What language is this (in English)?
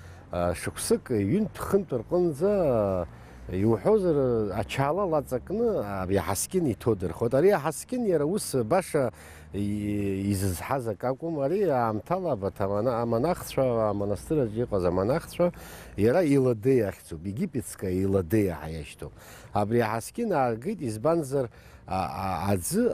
Abkhazian